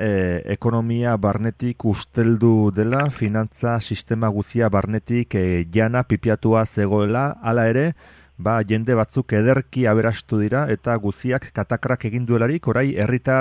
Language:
Basque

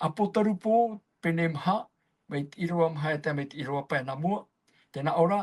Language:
Tahitian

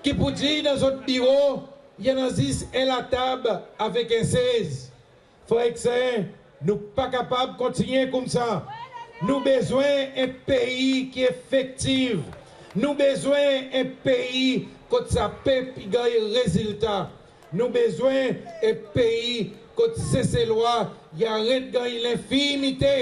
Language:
Seselwa Creole French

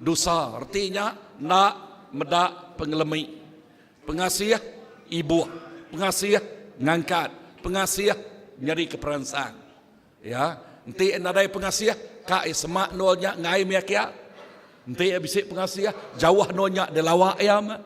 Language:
Iban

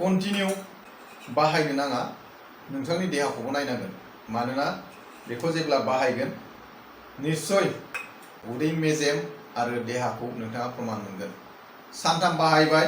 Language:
Bodo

